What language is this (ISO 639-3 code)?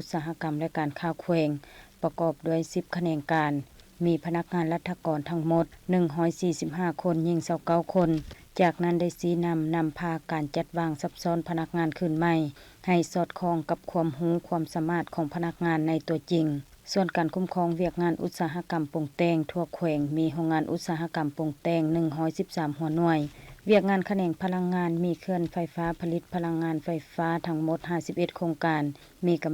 lao